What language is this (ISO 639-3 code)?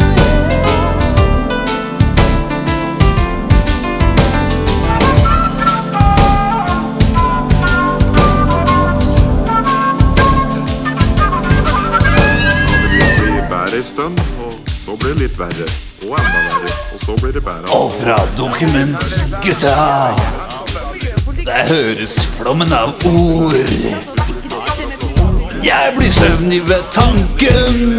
nor